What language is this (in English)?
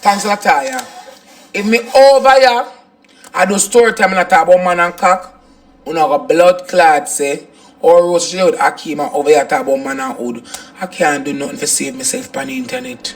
Jamaican Creole English